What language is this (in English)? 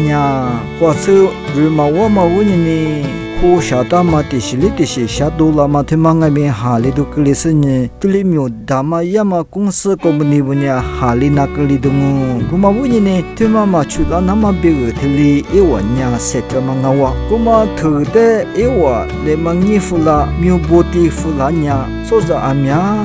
Lisu